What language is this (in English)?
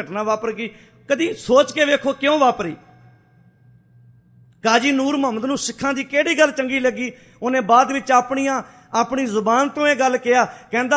Punjabi